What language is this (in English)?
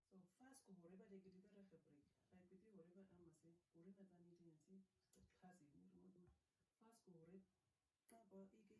Nama